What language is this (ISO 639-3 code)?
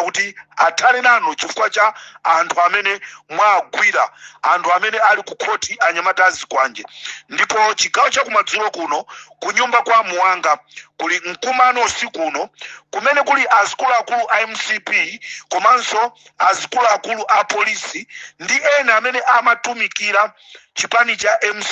nya